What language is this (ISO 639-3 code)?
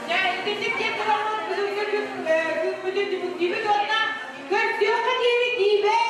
sah